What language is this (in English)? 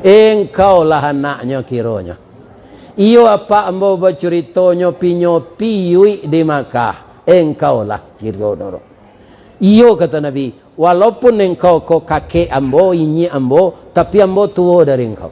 Minangkabau